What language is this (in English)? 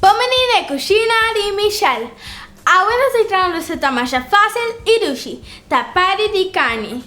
Papiamento